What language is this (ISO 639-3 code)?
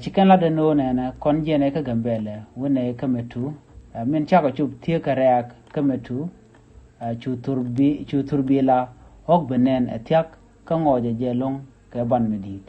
nus